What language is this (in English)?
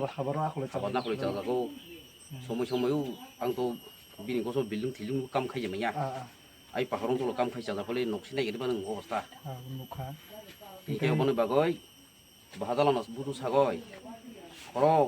Kok Borok